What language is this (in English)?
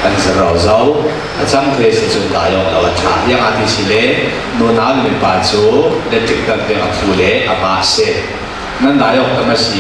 Falam Chin